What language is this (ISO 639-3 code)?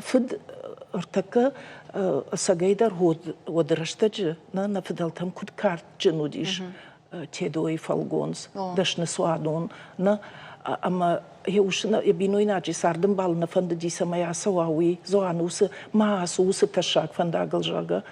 oss